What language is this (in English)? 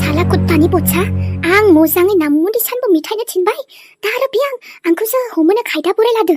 Bodo